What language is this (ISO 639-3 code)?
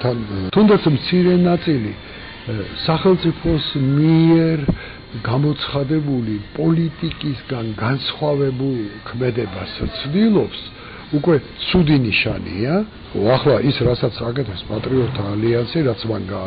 kat